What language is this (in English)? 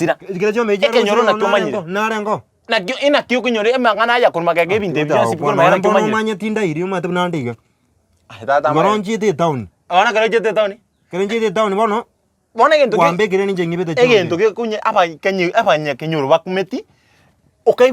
Gusii